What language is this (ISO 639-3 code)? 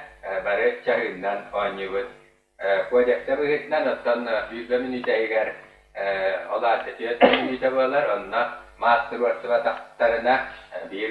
sah